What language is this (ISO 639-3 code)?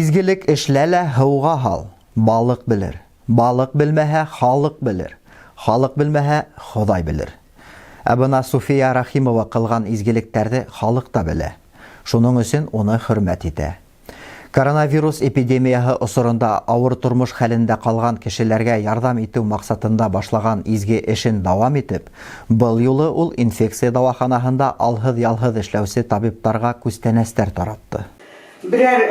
bak